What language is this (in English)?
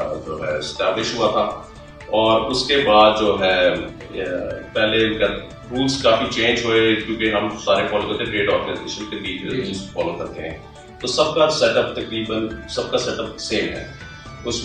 Urdu